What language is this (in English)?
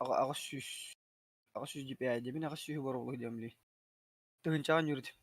Yakut